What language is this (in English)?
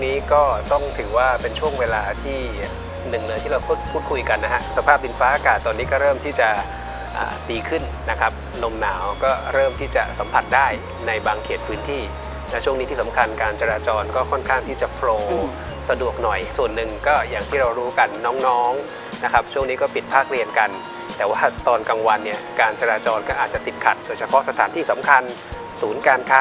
Thai